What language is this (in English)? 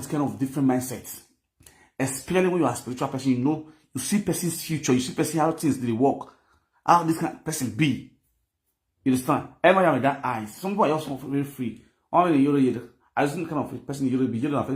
Nigerian Pidgin